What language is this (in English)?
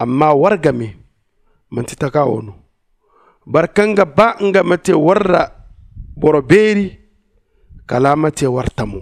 Zarma